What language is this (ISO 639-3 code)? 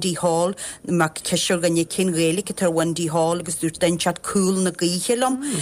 gle